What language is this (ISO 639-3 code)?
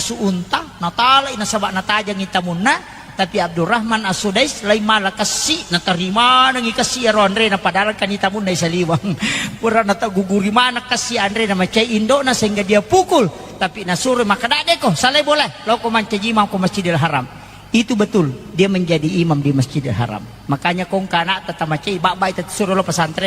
bug